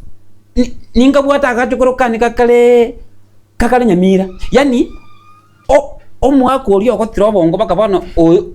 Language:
Gusii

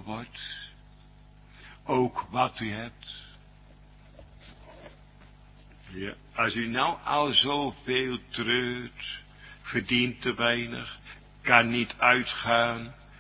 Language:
Dutch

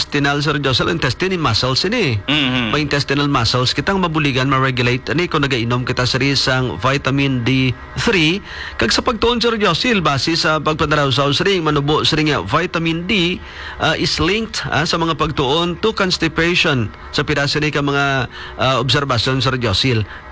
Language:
Hiligaynon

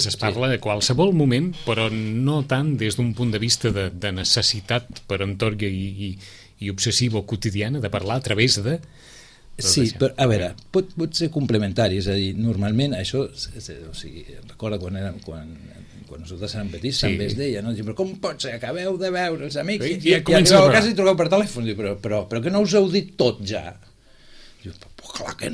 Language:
Catalan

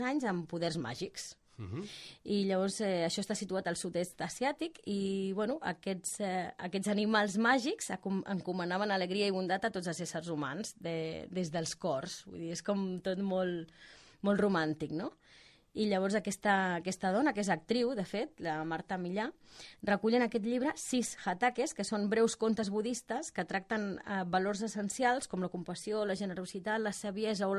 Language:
Catalan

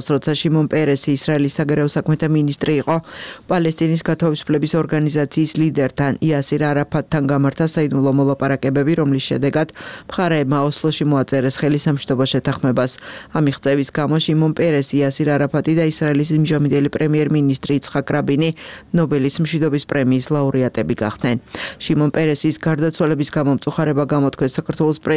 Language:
Georgian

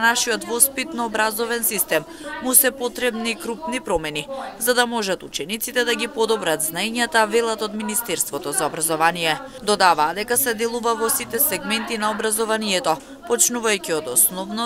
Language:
Macedonian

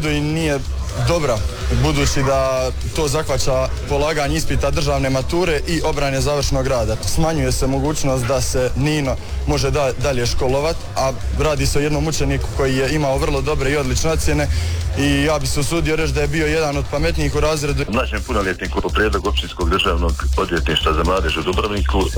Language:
Croatian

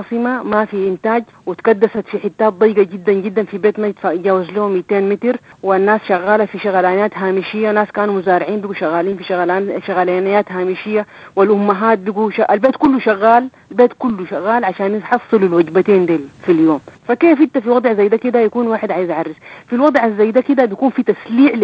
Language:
Sudanese Arabic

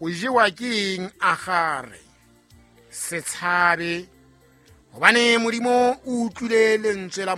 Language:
Southern Sotho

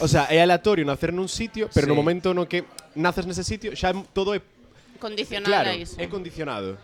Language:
Galician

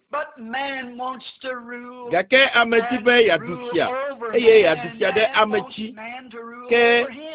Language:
Ewe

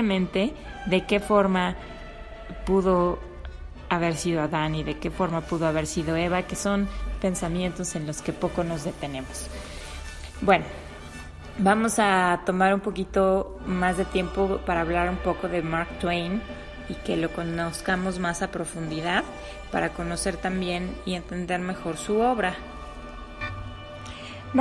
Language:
Spanish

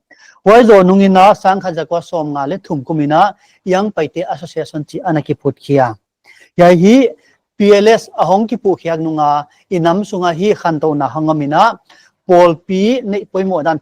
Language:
Paite Chin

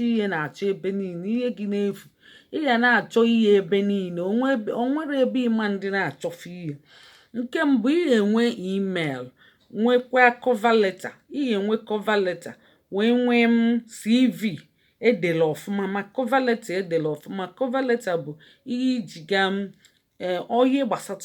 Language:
Igbo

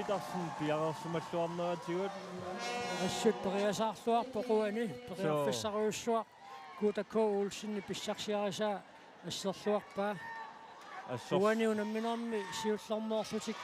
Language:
Kalaallisut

